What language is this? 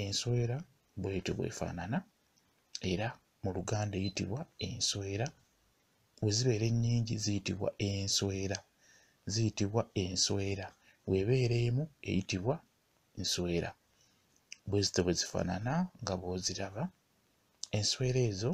Ganda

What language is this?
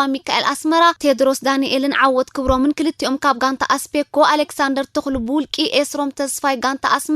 Tigrinya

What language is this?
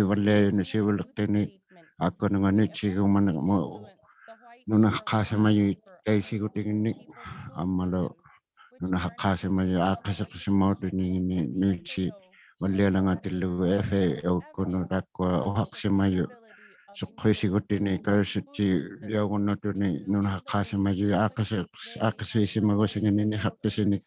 Inuktitut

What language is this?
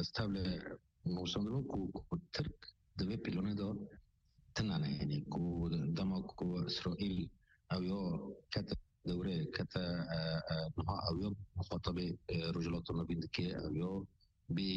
Kurdish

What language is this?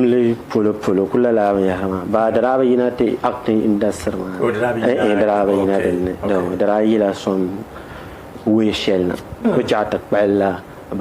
Dagbani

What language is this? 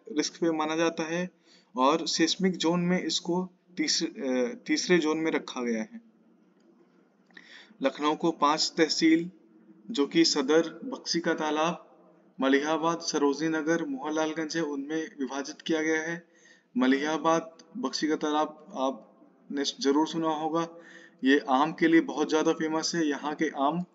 Hindi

